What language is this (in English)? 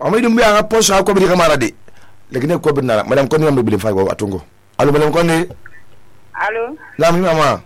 Susu